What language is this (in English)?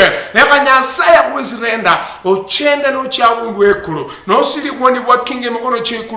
Luyia